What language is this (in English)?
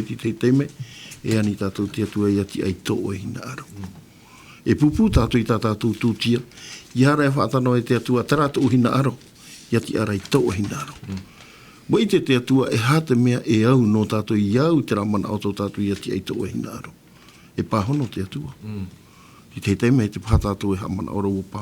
Tahitian